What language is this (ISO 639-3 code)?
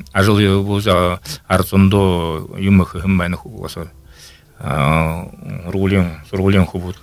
bua